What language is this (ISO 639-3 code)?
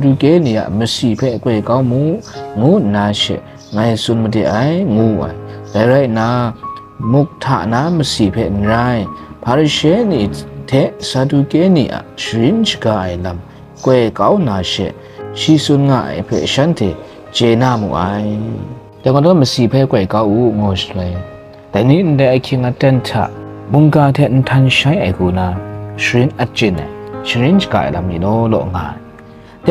kac